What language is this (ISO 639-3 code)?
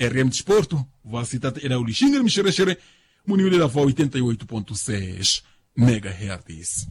vmw